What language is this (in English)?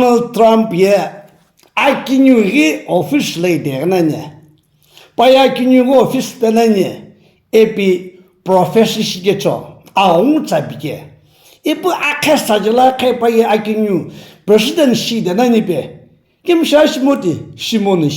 Sumi Naga